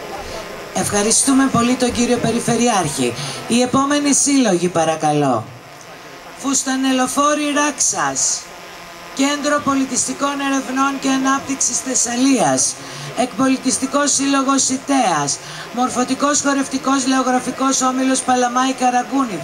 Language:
Greek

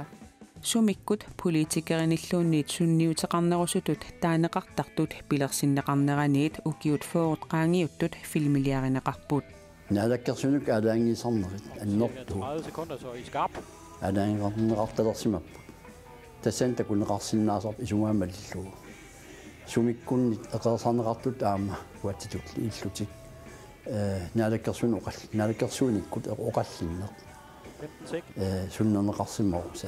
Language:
Kalaallisut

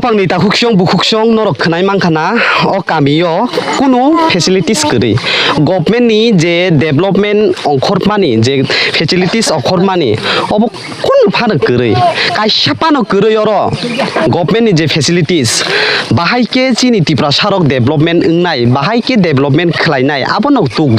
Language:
Kok Borok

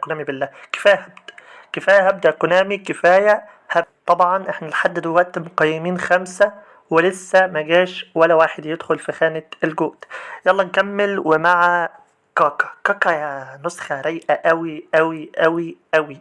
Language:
Egyptian Arabic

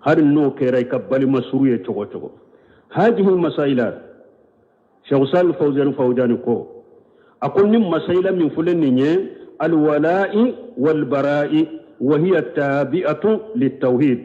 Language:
Bambara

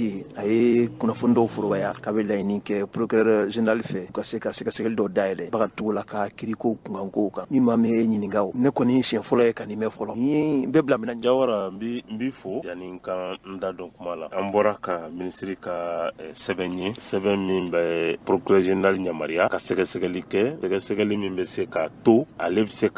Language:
Bambara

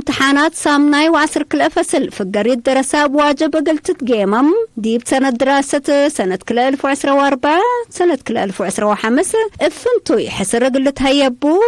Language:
Tigre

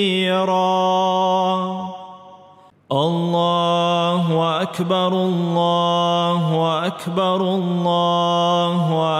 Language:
Arabic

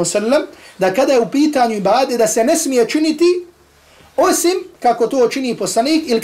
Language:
Bosnian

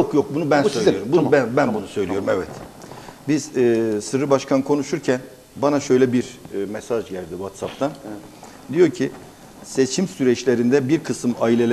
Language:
Turkish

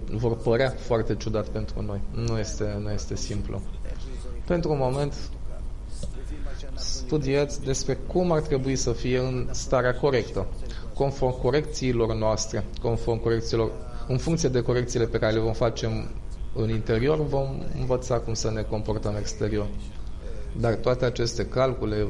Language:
Romanian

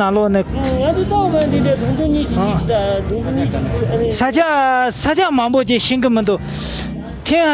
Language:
Tibetan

